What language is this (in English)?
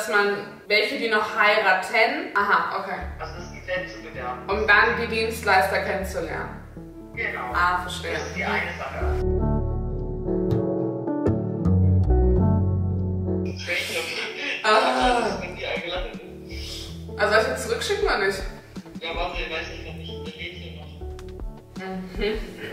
German